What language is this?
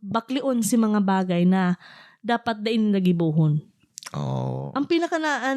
Bikol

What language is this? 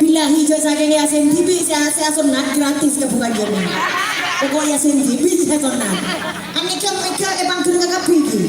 Madurese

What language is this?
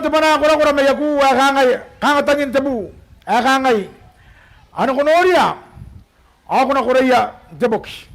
Gilbertese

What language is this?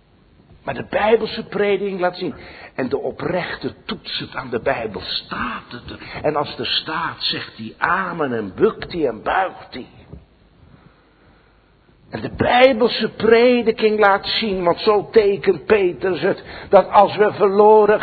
Dutch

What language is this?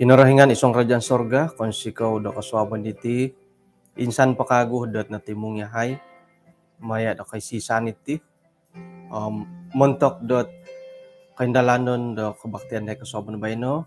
Central Dusun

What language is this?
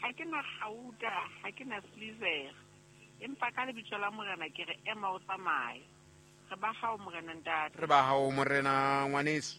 Southern Sotho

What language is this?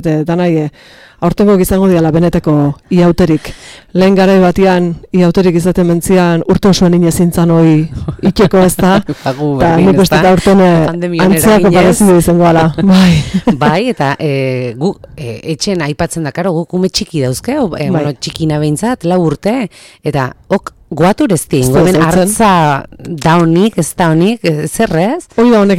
Basque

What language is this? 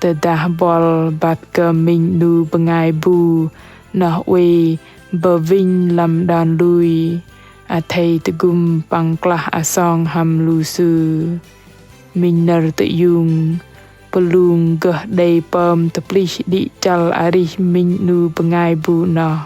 Bahnar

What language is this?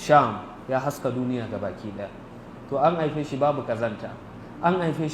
Hausa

